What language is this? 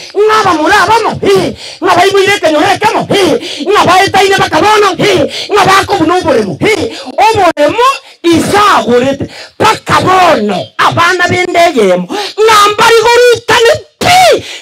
Gusii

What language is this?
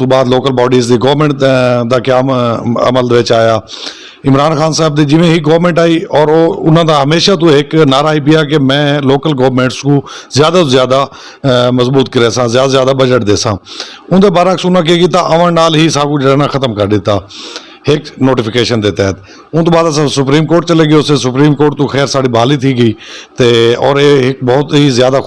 Saraiki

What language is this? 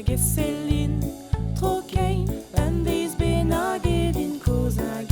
Breton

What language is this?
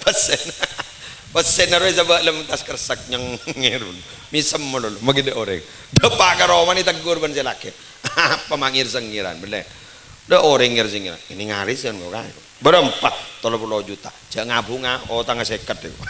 Madurese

